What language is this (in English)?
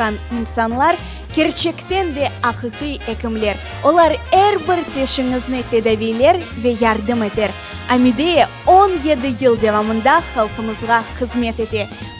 Crimean Tatar